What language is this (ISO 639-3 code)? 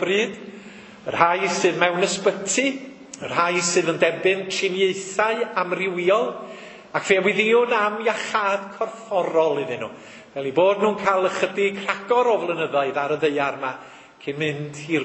cym